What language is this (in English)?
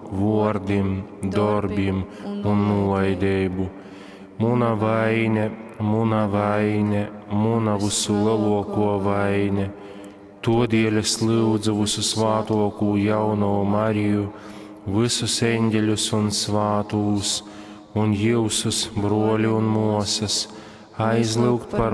Latgalian